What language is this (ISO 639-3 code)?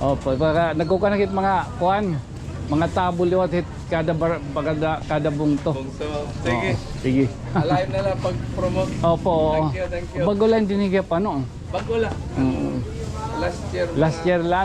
war